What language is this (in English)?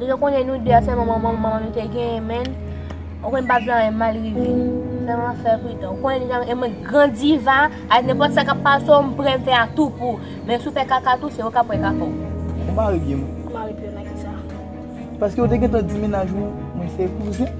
Haitian Creole